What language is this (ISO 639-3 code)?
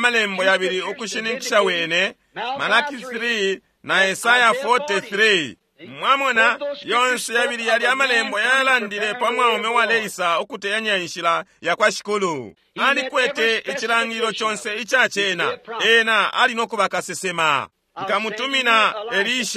bem